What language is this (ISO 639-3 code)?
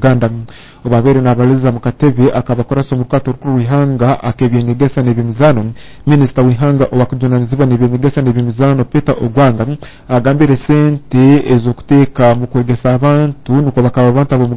nyo